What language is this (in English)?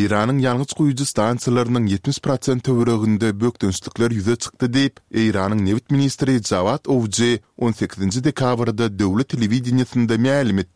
Turkmen